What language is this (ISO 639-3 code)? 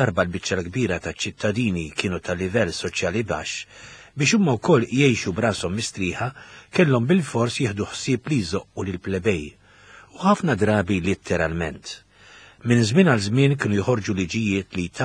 mlt